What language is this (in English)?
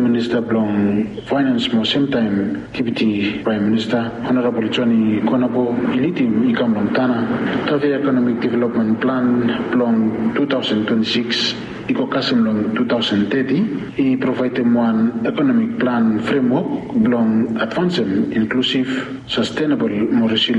Bislama